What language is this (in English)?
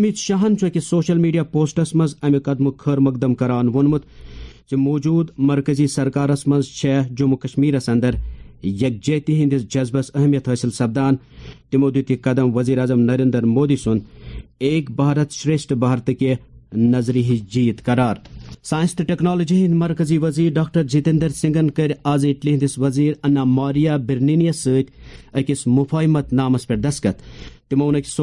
Kashmiri